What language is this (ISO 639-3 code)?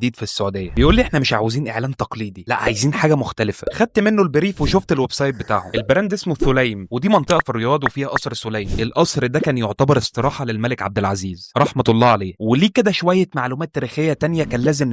arz